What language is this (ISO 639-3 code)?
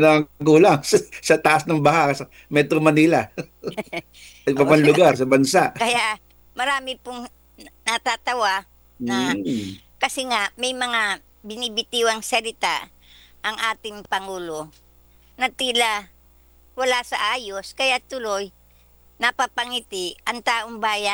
fil